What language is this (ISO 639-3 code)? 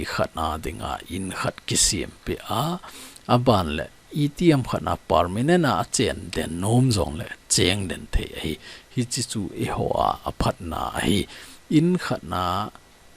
tcz